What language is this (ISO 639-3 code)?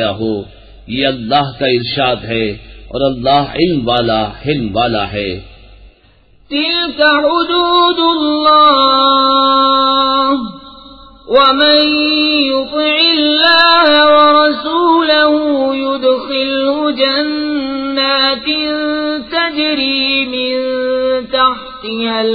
urd